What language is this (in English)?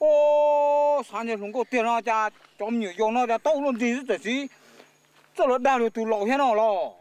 Hmong